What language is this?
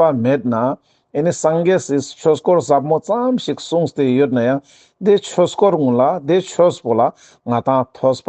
Ladakhi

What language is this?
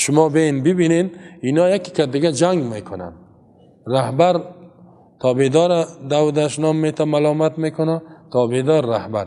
Persian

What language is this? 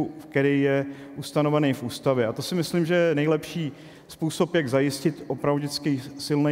Czech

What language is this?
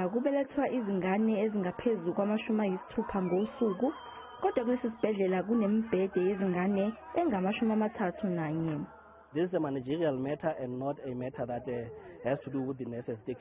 Zulu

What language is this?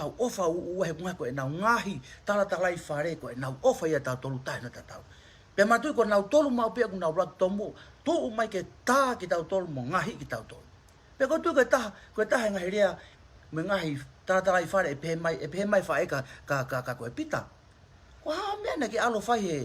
Tongan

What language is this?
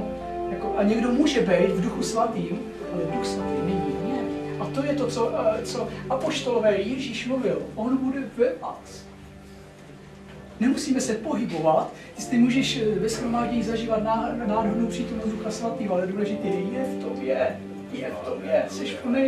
Czech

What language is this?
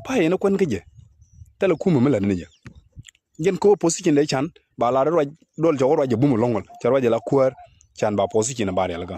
Nuer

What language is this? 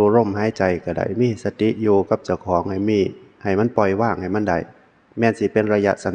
Northeastern Thai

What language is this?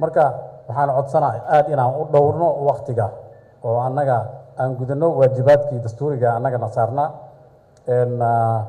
Somali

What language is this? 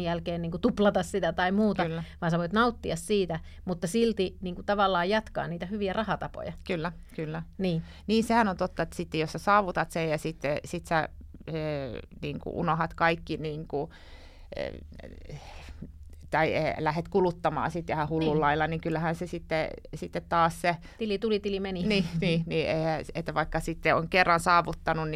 Finnish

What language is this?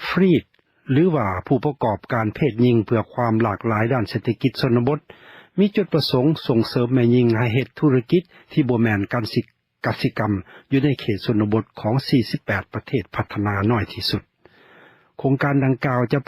Lao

